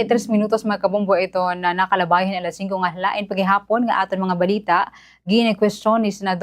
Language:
Waray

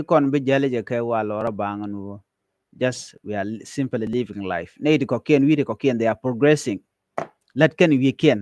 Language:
Nuer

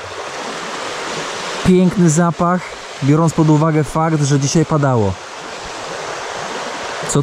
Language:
Polish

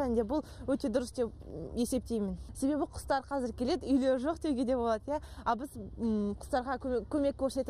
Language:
Kazakh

